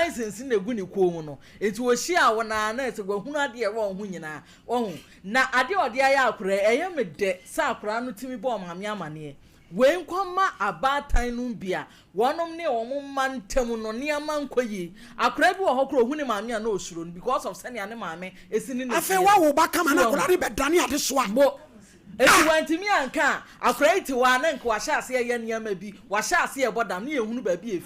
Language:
Akan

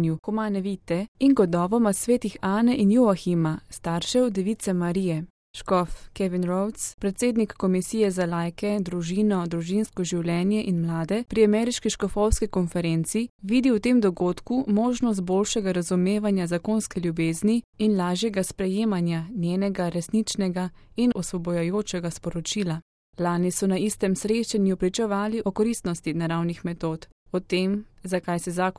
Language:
Slovenian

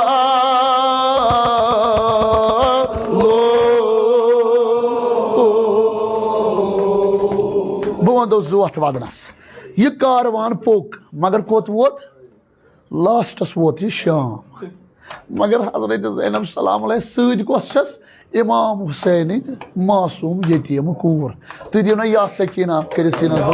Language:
Kashmiri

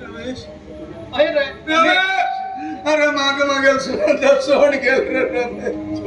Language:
Konkani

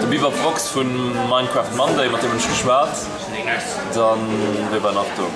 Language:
Luxembourgish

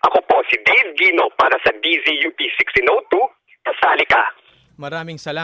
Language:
Filipino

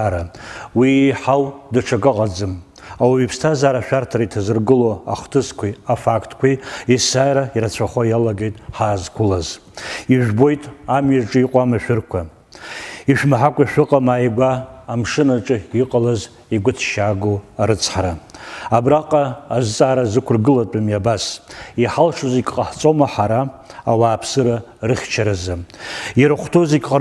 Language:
Abkhazian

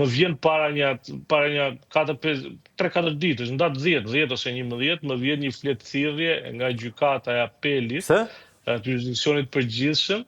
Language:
Albanian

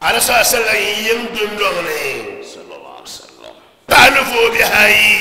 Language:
Dagbani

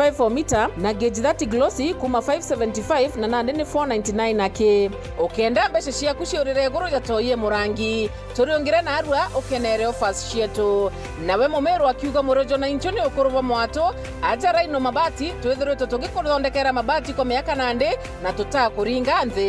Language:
Meru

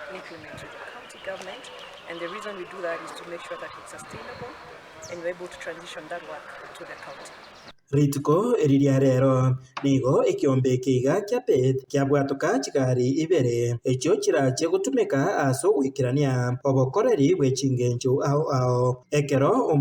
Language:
Gusii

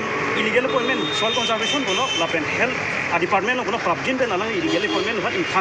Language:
Karbi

